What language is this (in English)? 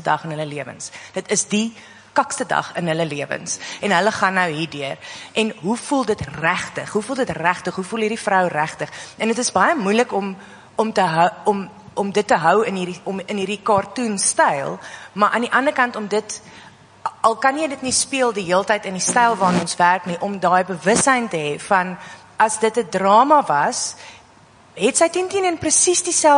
Afrikaans